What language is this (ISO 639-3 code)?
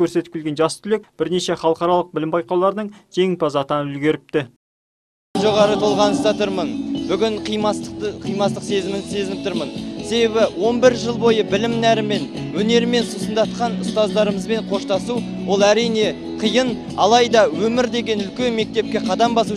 kaz